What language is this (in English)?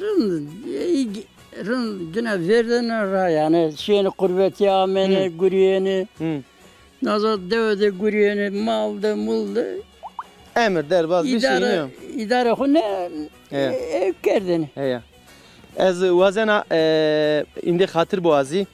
Zaza